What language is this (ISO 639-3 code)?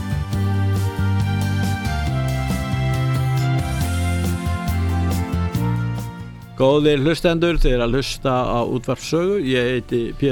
isl